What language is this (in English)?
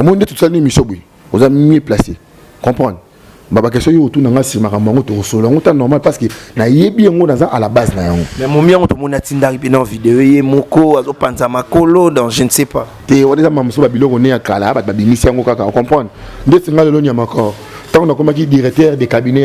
Lingala